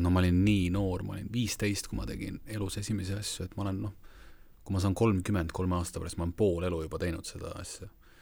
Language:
Estonian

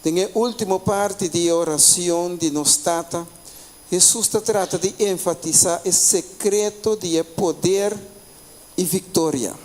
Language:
Papiamento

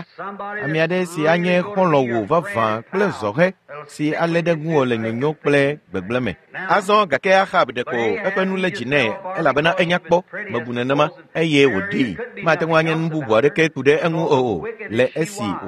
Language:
Ewe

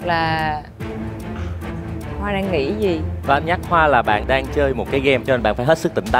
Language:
Vietnamese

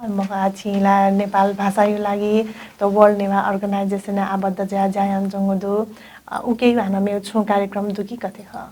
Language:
Newari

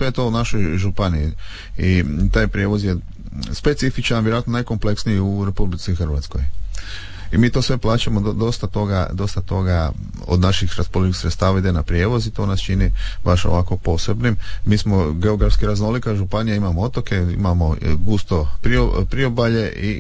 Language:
Croatian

